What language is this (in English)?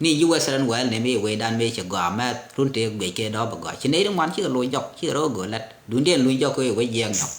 Nuer